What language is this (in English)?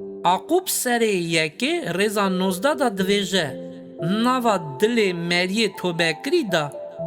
Kurdish